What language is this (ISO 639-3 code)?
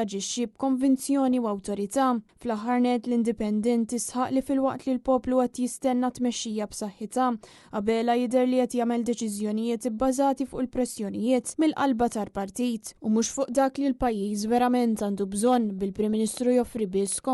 mlt